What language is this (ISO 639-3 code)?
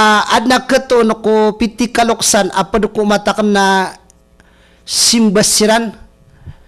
mrw